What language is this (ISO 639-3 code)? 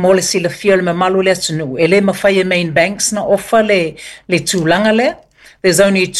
smo